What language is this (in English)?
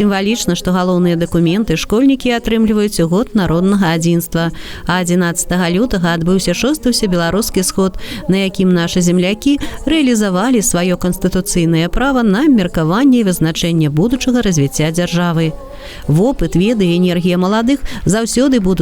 Belarusian